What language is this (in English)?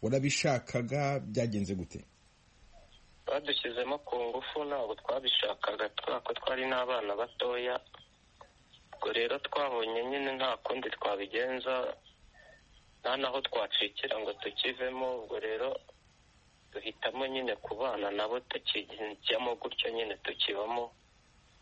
Kinyarwanda